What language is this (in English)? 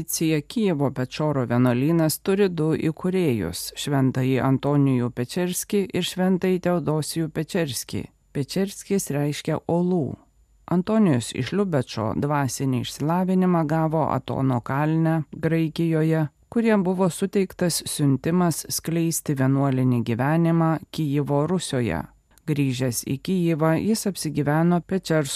Lithuanian